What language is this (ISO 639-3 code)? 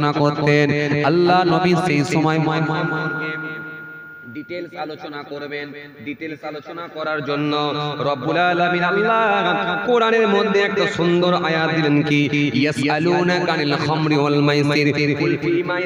ben